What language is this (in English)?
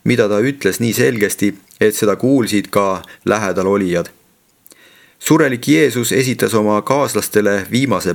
Estonian